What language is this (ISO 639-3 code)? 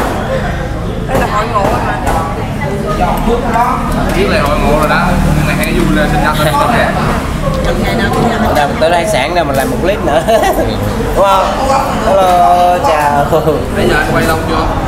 vie